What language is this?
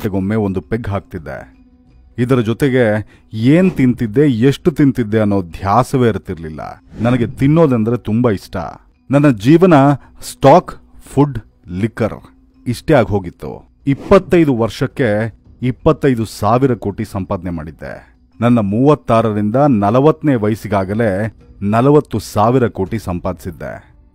Kannada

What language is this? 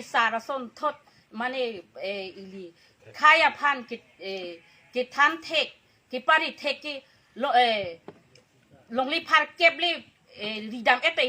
Karbi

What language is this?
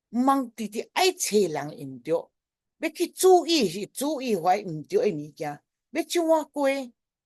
Min Nan Chinese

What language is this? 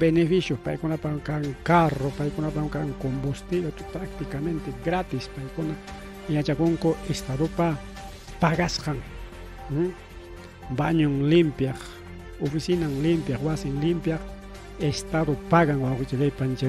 Ayacucho Quechua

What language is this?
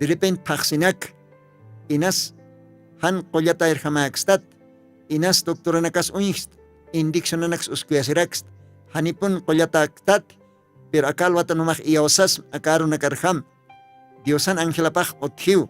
Aymara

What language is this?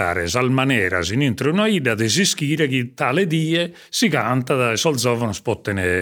Sardinian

